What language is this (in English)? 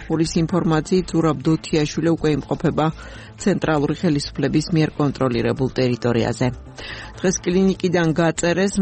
Georgian